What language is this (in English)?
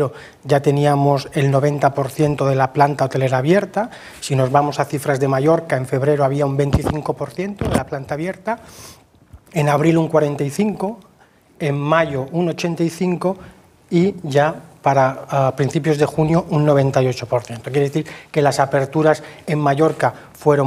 Spanish